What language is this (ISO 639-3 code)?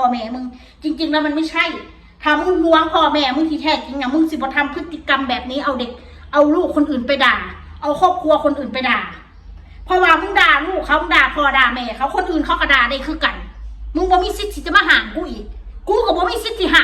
tts